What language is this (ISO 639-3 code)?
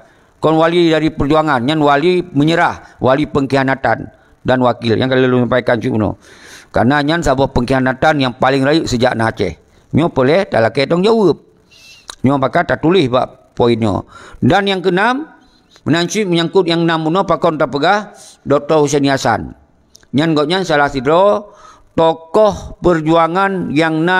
ace